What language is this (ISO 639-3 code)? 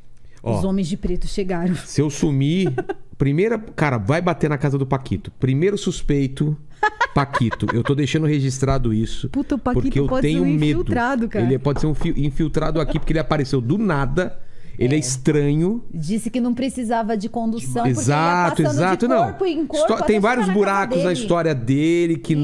por